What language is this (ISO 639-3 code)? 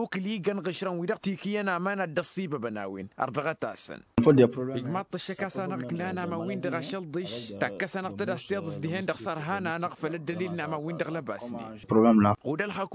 taq